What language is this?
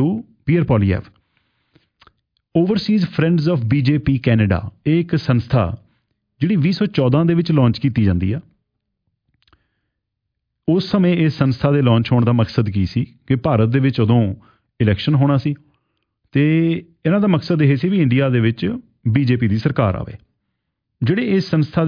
Punjabi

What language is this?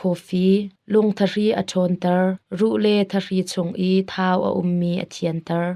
Hakha Chin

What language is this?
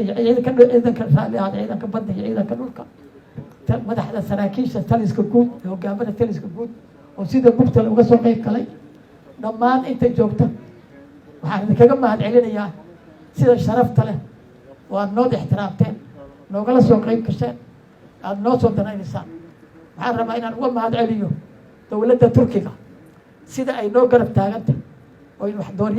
Somali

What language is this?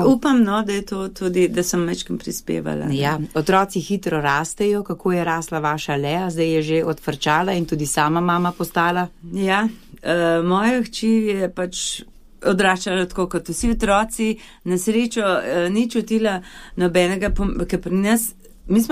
Slovenian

